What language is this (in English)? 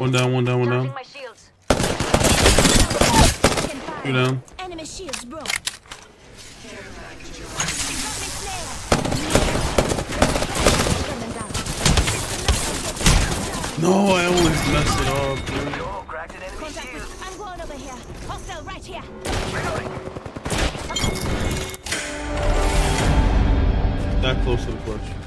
English